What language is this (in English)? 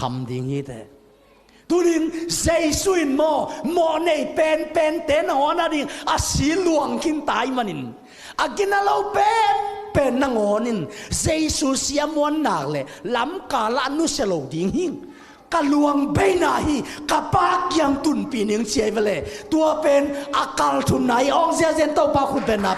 Tedim Chin